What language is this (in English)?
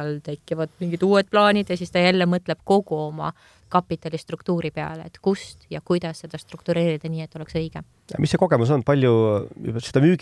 Estonian